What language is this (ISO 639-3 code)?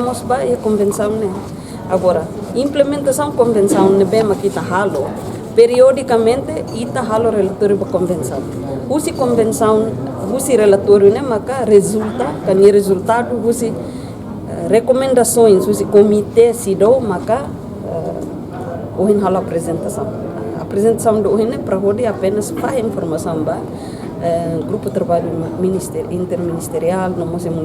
tet